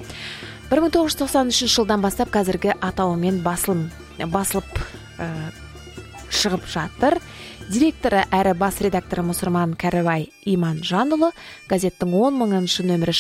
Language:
Kazakh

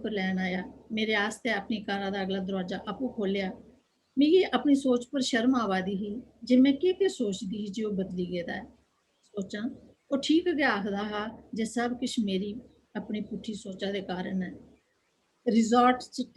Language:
Dogri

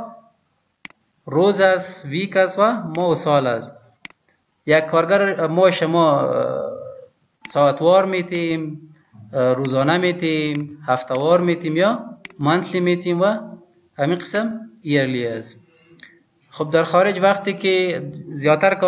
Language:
Persian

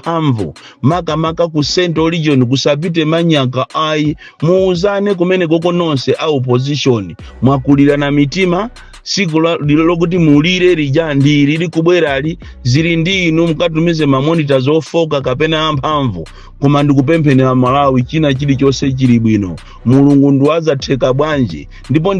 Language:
Nyanja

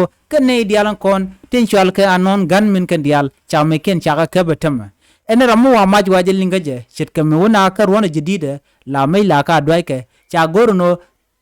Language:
Nuer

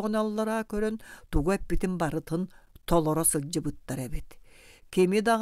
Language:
Yakut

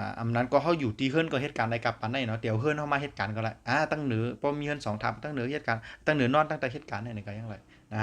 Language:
Shan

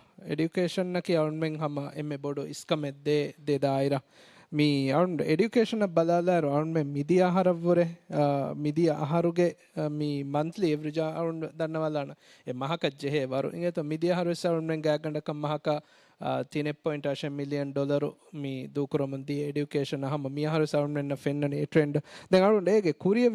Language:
Divehi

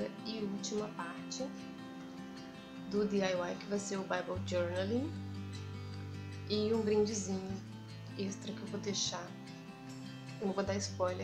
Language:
Portuguese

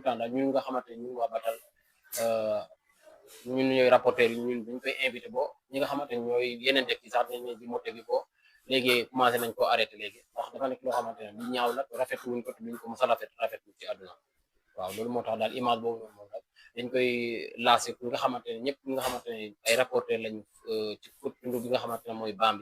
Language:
Wolof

